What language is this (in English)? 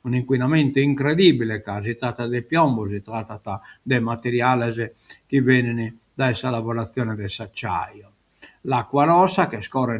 Sardinian